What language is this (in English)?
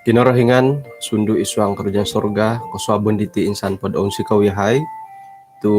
Central Dusun